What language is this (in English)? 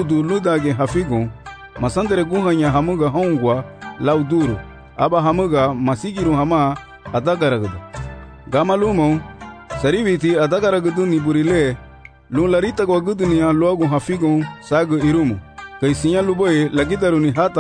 Garifuna